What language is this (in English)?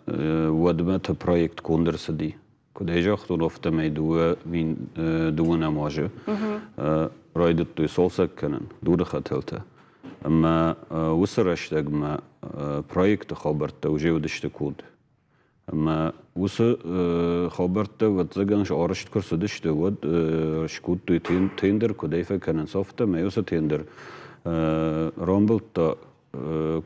Ossetic